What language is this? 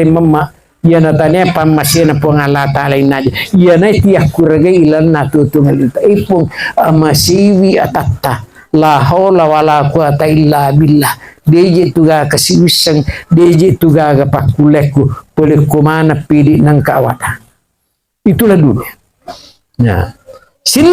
Buginese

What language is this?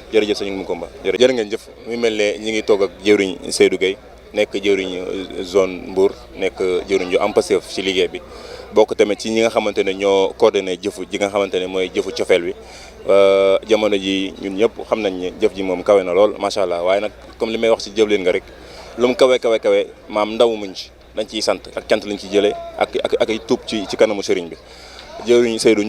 Wolof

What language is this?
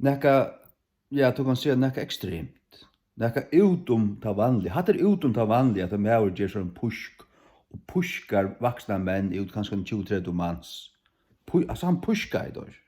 Faroese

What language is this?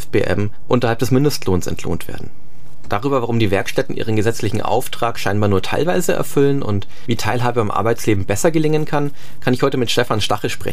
German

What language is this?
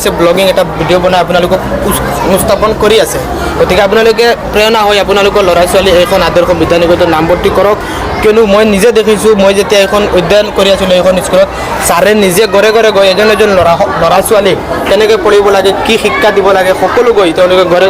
Assamese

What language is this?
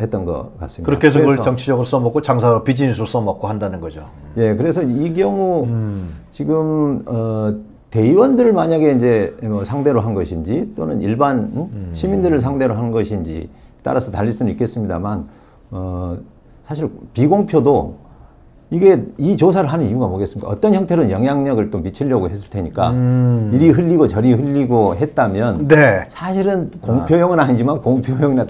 Korean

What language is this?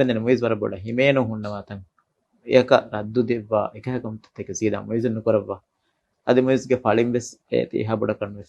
Divehi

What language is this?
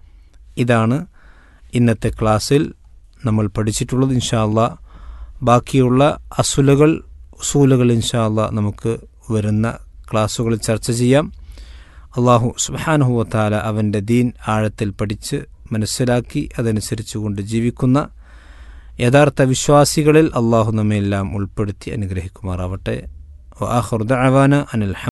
Malayalam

